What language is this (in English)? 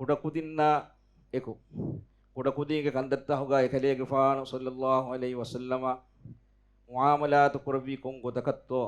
Divehi